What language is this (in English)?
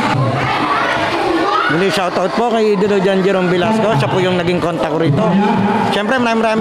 Filipino